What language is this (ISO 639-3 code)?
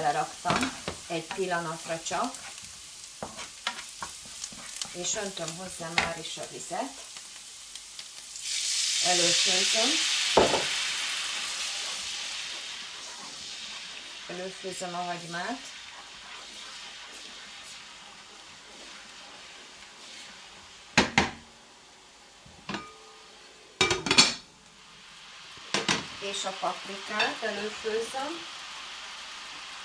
hun